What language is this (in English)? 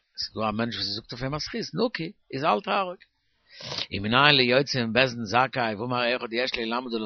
Yiddish